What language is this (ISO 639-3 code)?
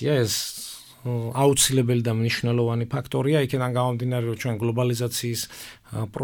kat